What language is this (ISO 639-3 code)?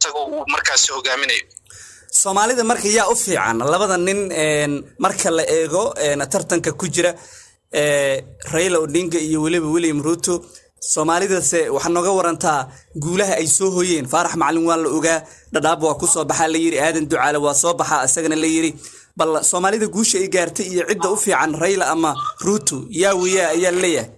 som